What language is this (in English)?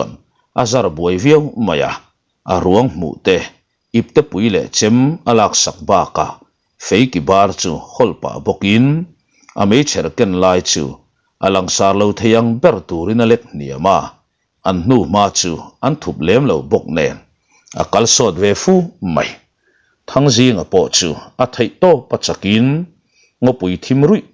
Mizo